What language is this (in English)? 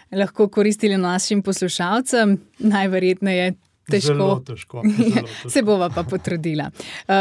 Slovenian